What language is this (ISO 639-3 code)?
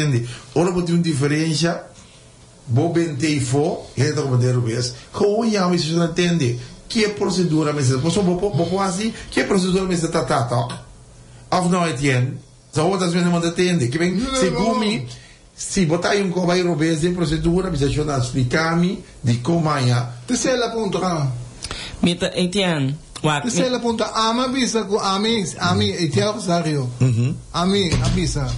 pap